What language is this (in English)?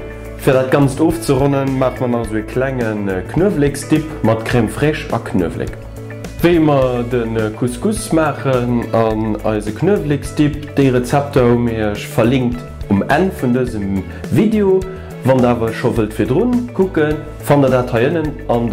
Luxembourgish